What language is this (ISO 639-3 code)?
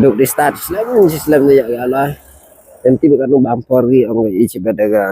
kha